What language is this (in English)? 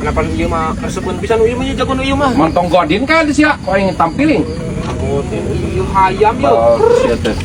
Sundanese